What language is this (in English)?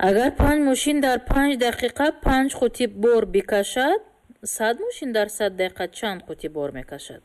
Tajik